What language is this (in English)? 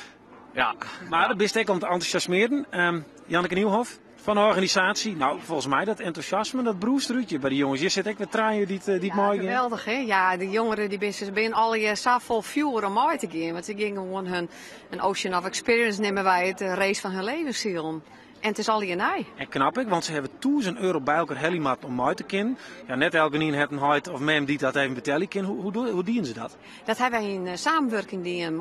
Western Frisian